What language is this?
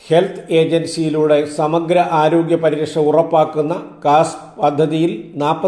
Malayalam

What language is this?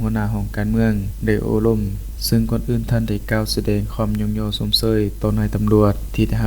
Lao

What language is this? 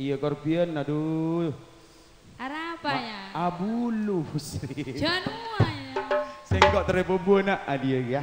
Madurese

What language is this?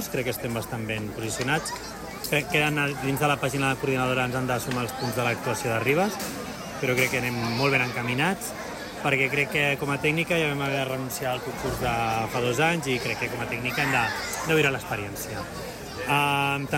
Catalan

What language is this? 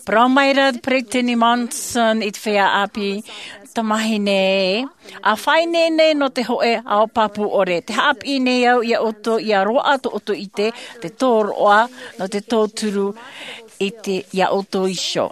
Tahitian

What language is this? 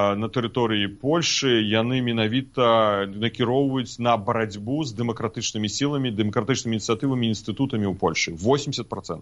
Belarusian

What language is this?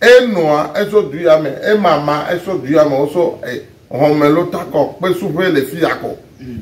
Ewe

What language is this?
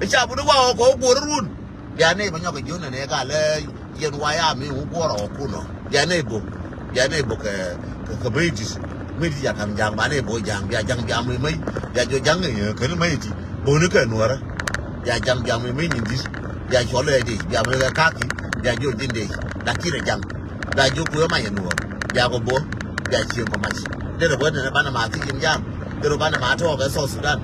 Nuer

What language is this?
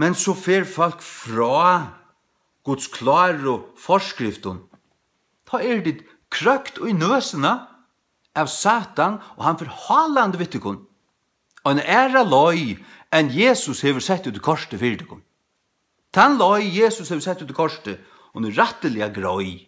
Faroese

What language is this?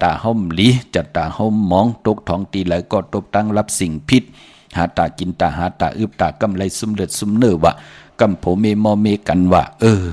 Shan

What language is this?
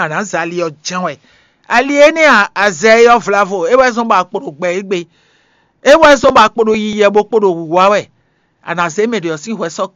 Fon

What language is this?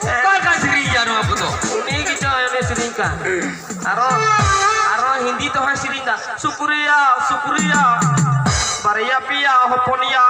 Santali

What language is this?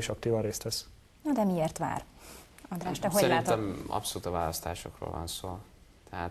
Hungarian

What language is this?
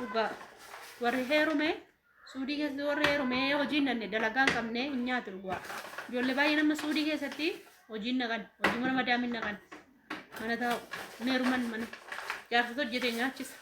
Oromo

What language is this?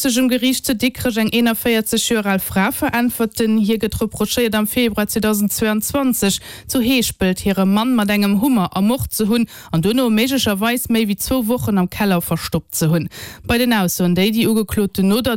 Luxembourgish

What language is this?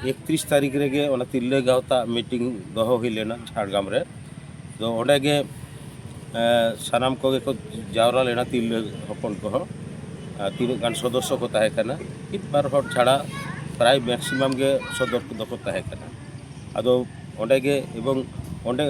Santali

